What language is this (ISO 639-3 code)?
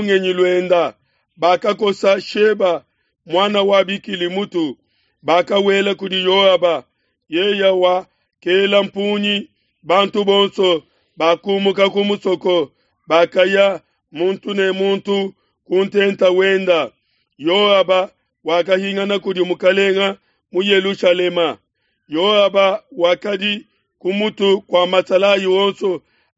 lua